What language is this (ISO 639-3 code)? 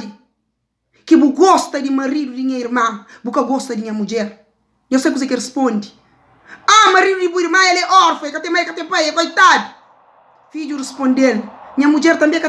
kea